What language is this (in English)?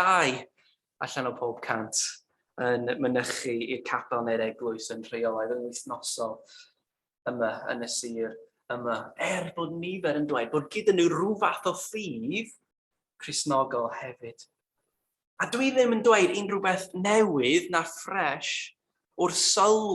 Welsh